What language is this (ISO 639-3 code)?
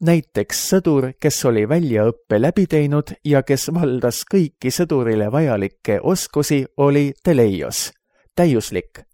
est